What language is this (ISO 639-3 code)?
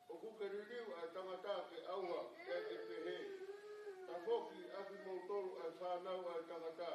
ton